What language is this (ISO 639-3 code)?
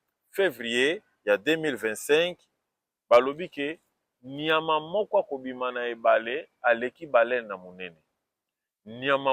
lin